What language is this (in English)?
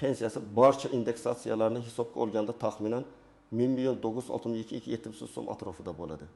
Uzbek